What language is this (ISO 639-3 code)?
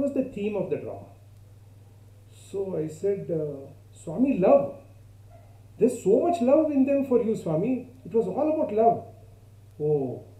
eng